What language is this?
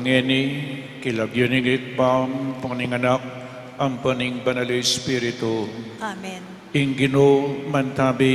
Pampanga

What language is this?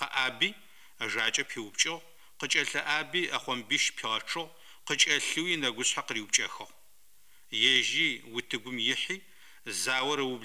Adyghe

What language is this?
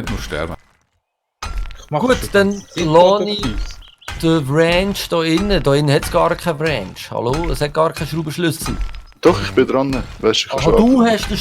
Swiss German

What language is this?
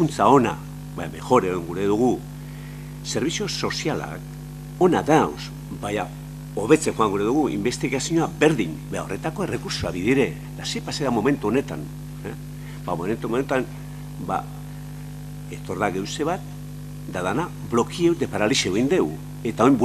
Basque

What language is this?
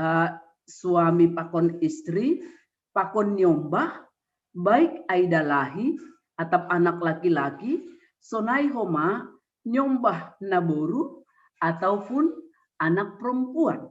Batak Simalungun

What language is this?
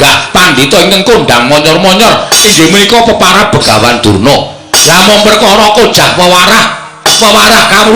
Javanese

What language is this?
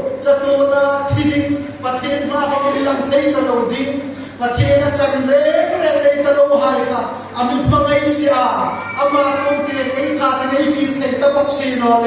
Hmar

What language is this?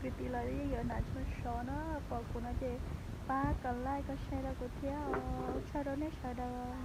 Hmong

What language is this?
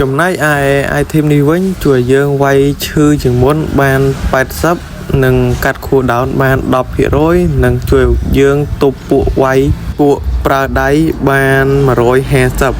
Khmer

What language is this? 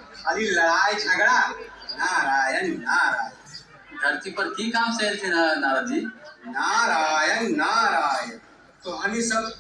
Magahi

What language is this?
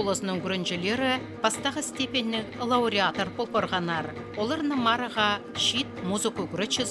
Khakas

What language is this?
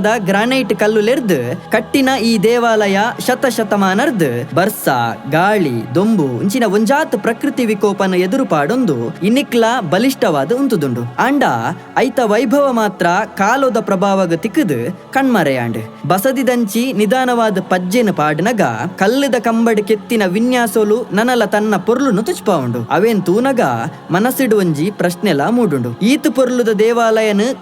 Tulu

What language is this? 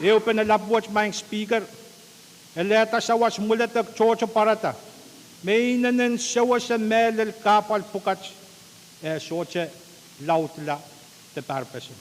Pohnpeian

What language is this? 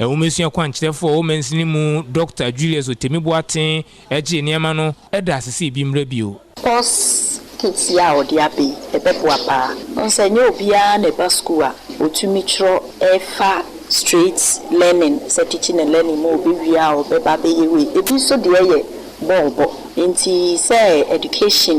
Akan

